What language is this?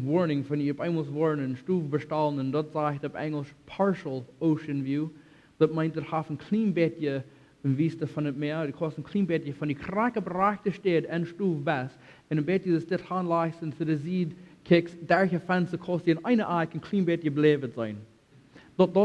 Plautdietsch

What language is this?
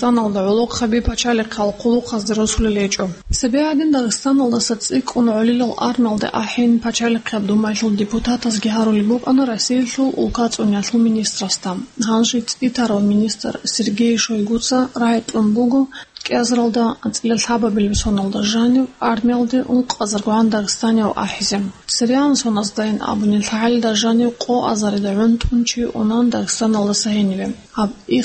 Avaric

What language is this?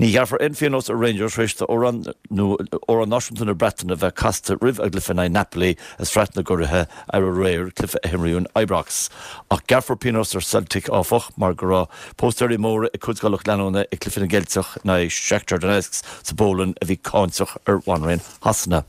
Irish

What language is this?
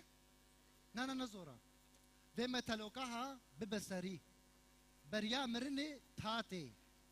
Kurdish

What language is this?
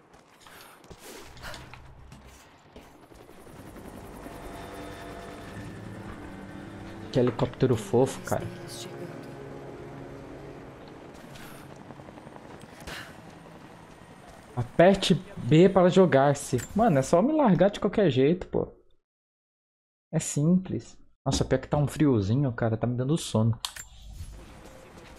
Portuguese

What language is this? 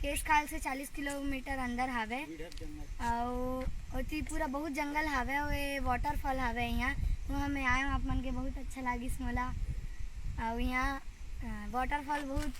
Chhattisgarhi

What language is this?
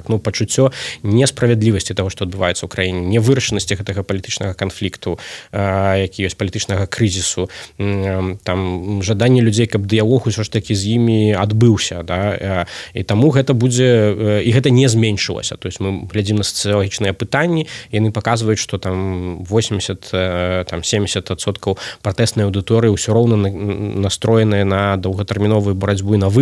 Belarusian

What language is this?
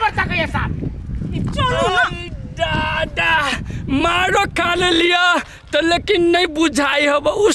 Maithili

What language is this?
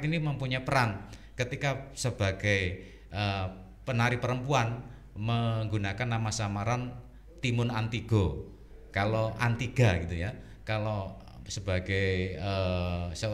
Indonesian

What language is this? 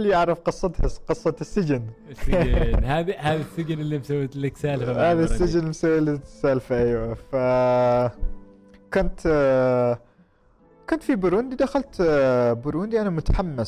Gulf Arabic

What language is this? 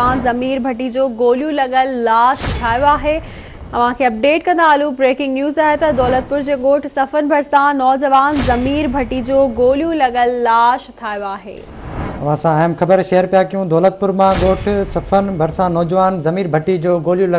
Sindhi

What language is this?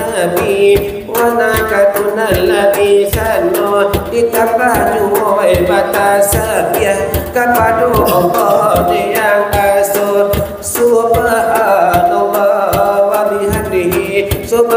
Minangkabau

